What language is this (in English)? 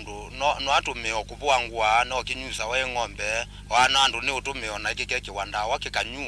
Kamba